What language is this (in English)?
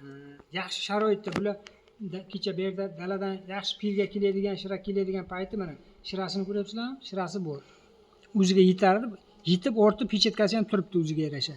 Uzbek